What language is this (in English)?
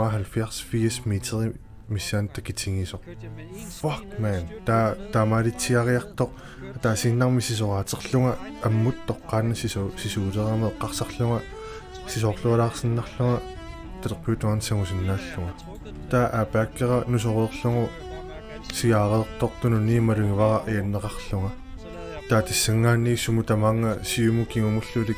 Kalaallisut